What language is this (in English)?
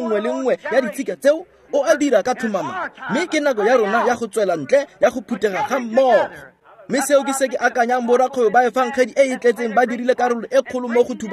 Tswana